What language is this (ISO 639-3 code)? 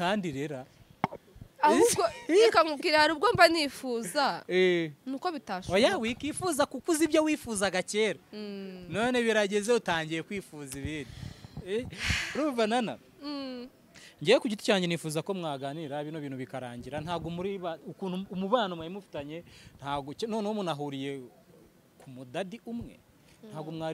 kin